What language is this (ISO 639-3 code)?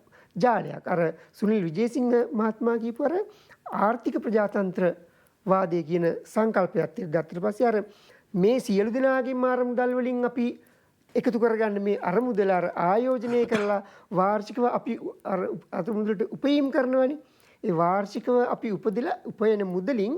sin